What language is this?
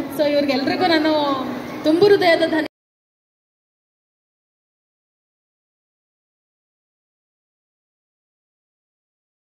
Kannada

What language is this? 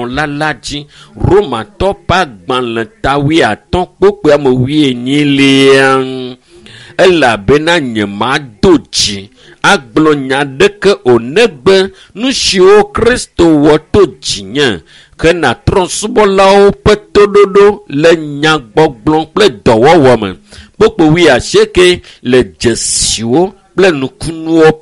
Ewe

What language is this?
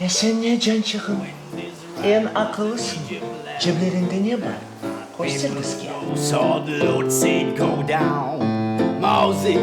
Crimean Tatar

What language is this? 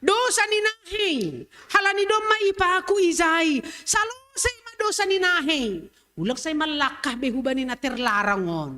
Batak Simalungun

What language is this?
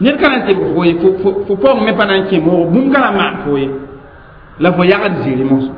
Mossi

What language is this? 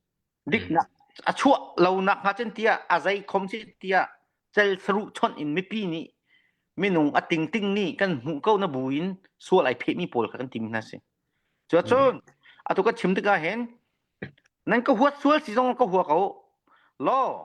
Hakha Chin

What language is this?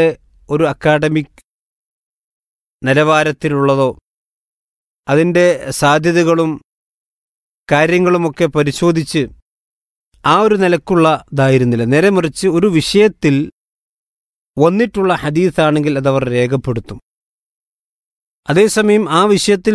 Malayalam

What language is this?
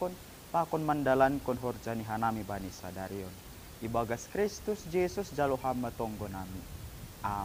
Batak Simalungun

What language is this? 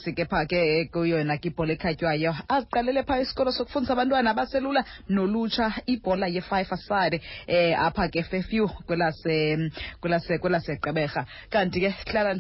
Xhosa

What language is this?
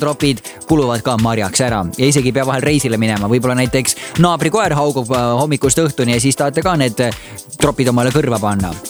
Estonian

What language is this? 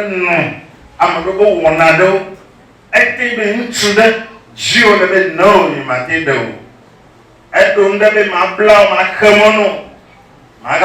Ewe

